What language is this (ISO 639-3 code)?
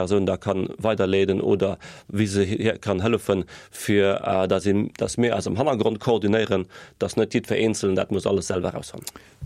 ltz